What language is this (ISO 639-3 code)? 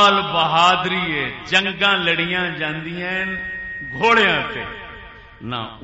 skr